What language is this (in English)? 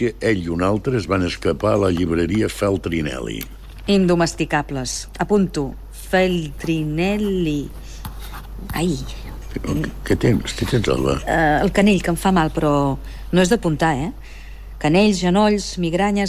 Catalan